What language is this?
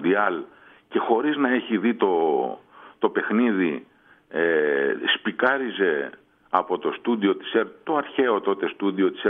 Greek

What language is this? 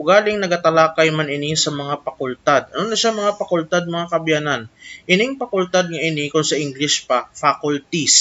Hiligaynon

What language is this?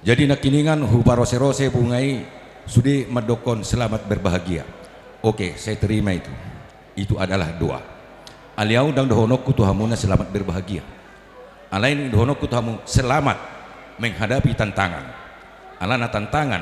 Batak Toba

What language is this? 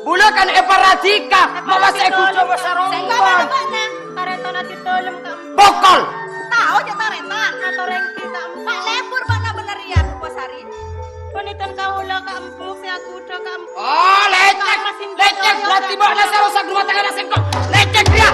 Madurese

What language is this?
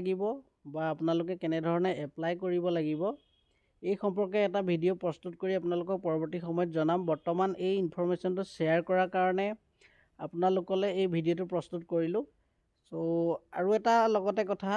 Assamese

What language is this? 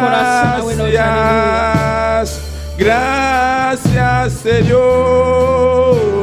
Papiamento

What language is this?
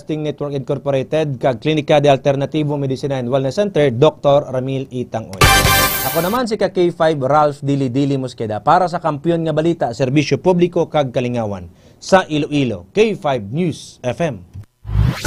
Hiligaynon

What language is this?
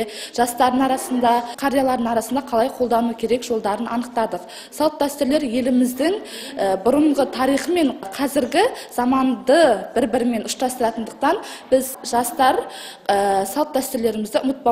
Kazakh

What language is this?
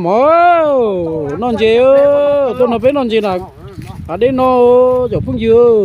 Hmong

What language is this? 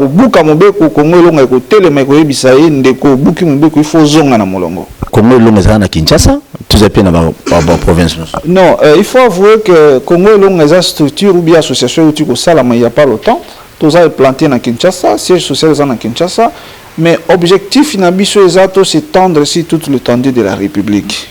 Lingala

